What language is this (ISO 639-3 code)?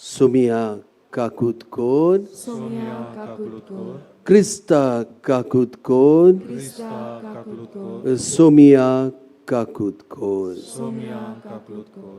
kok